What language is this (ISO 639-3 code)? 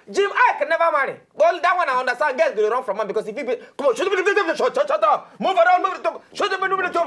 pcm